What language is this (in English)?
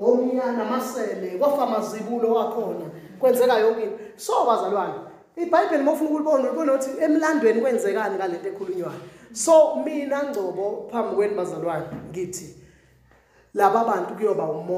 Zulu